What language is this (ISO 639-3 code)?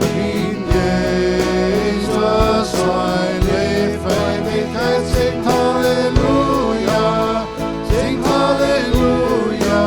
pdt